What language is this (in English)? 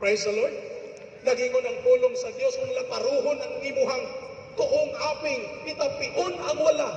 Cebuano